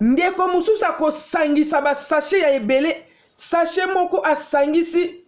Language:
Lingala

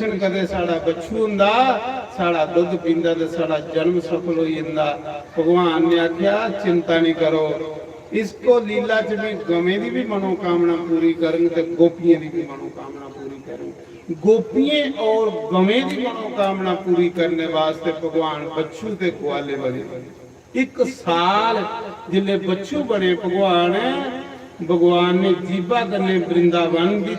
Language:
Dogri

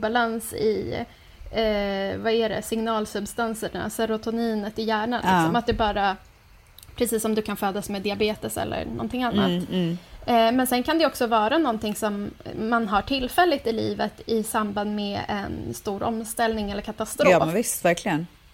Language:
Swedish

